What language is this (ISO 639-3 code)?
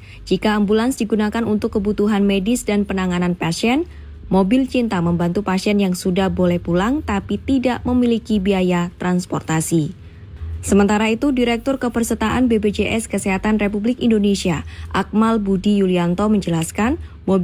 ind